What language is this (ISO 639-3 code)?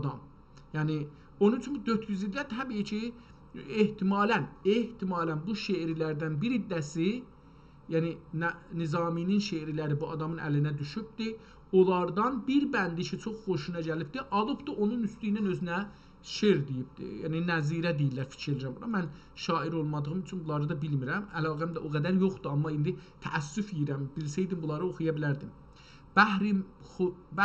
azb